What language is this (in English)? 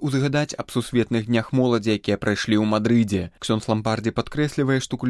Belarusian